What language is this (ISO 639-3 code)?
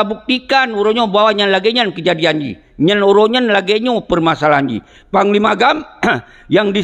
ace